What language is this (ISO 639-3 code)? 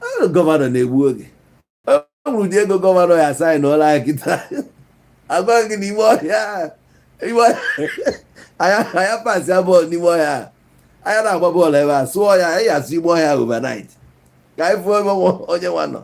ibo